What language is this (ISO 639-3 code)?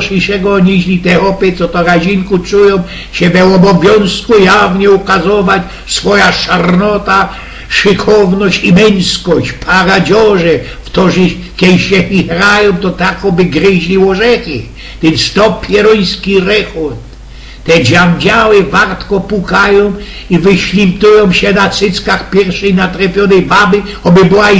szl